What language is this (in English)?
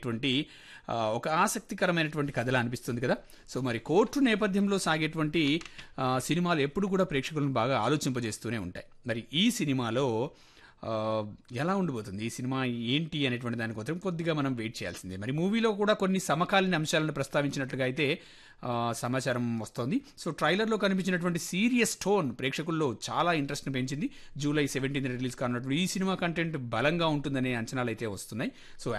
Telugu